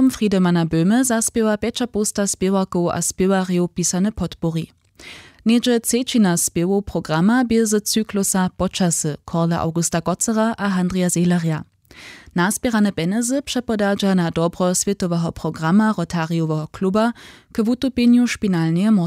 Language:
Upper Sorbian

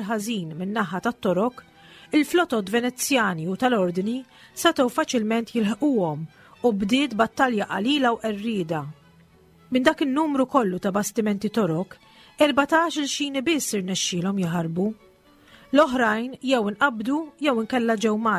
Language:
Maltese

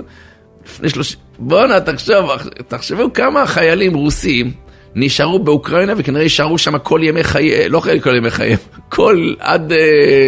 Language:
Hebrew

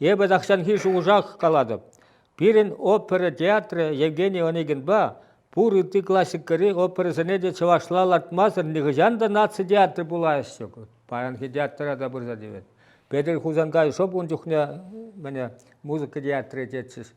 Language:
Chuvash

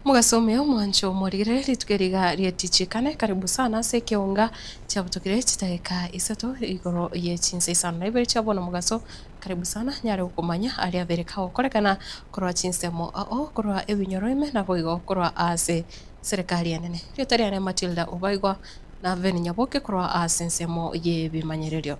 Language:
Gusii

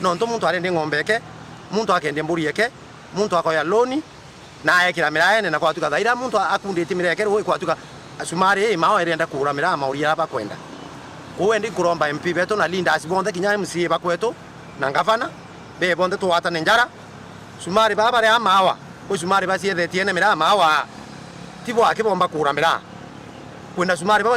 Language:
Meru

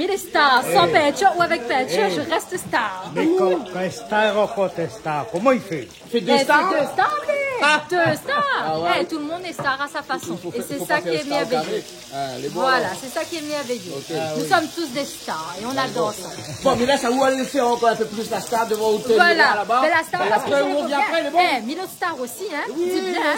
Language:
Réunion Creole French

